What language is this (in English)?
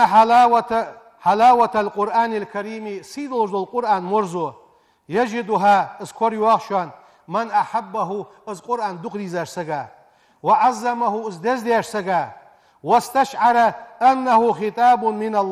Ingush